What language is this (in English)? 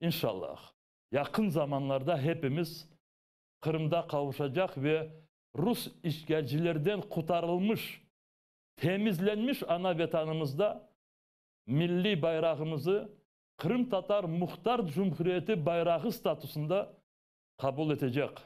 Crimean Tatar